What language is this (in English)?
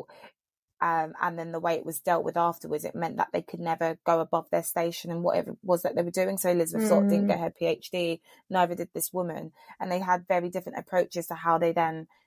English